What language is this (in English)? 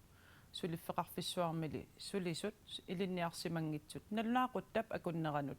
Kalaallisut